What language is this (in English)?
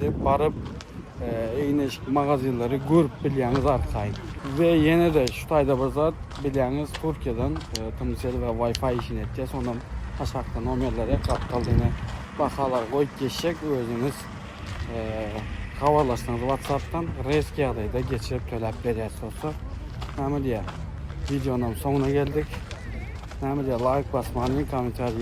Turkmen